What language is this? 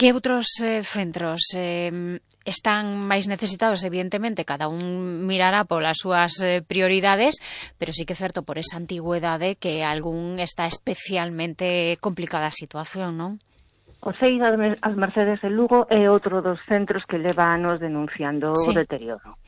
Galician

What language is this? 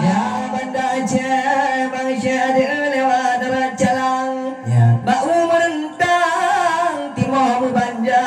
Achinese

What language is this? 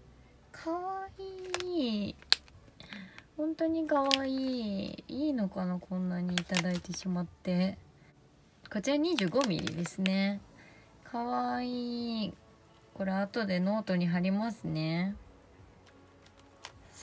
Japanese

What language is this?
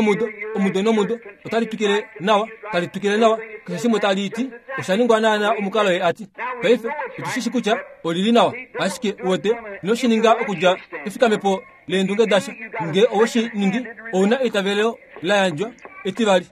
Kuanyama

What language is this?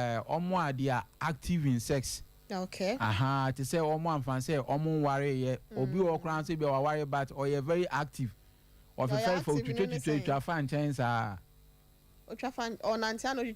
Akan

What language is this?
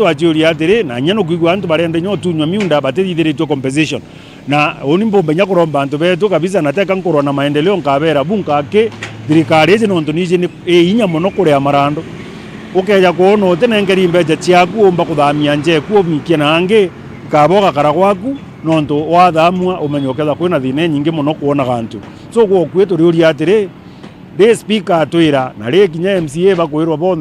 Meru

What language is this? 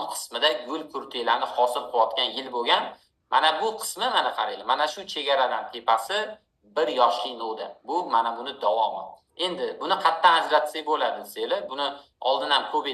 Uzbek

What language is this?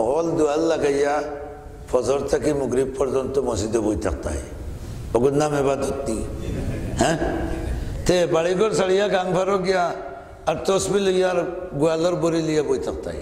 Sylheti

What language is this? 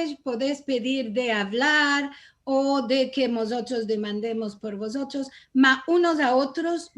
Ladino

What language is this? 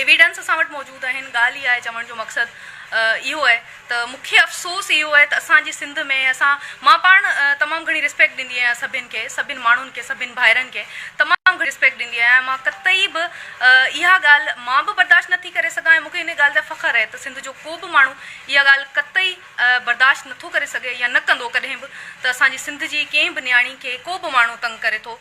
Sindhi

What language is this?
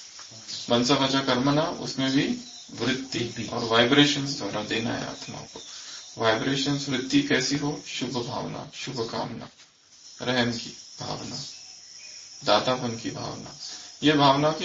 Hindi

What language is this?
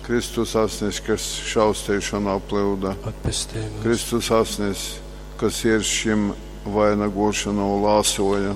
Latgalian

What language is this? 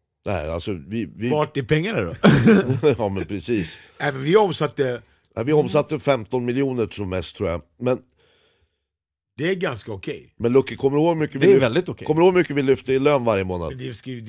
Swedish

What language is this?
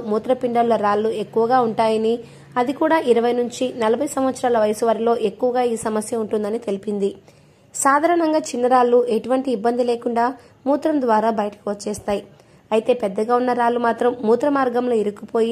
Telugu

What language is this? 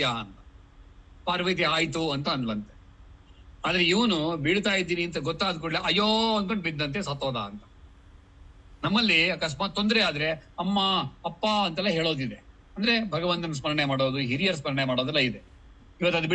Kannada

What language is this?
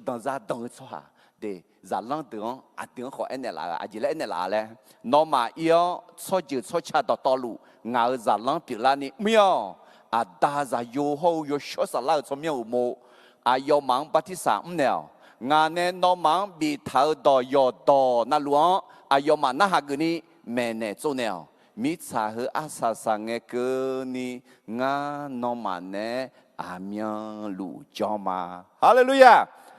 Akha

